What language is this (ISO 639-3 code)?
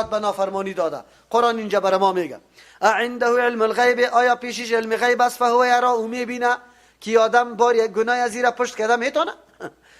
fas